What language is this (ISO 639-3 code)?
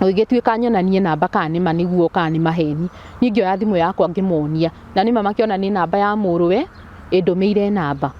kik